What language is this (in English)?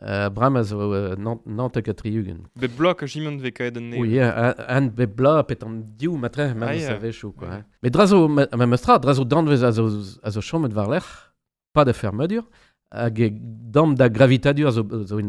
Breton